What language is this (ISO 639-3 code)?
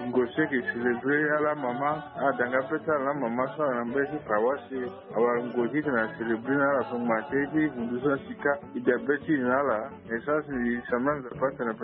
sag